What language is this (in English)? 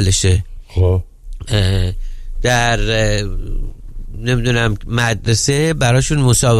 Persian